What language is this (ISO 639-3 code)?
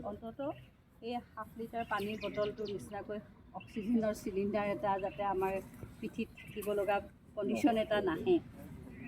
asm